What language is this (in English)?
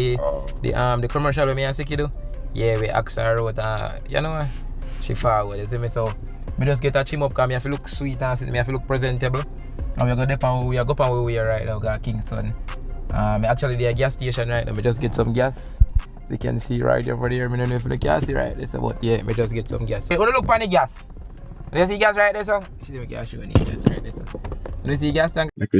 Jamaican Creole English